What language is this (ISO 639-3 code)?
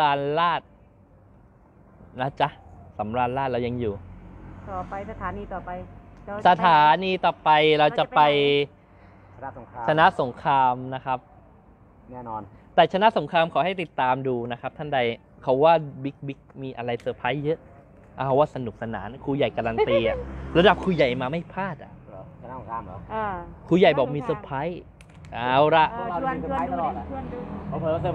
tha